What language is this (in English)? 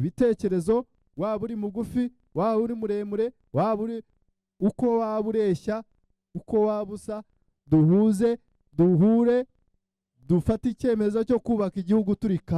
Kinyarwanda